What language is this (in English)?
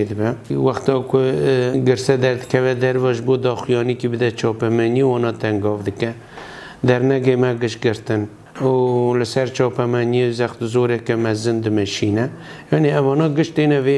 Kurdish